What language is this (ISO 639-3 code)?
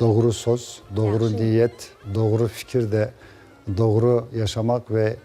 crh